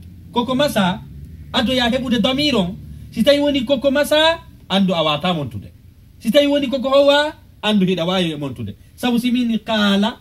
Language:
Fula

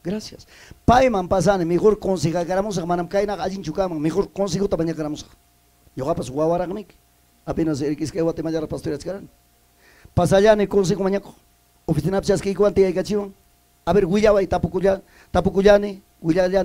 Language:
Ayacucho Quechua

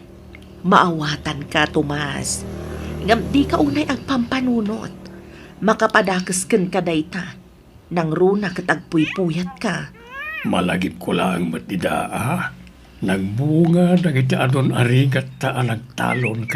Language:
Iloko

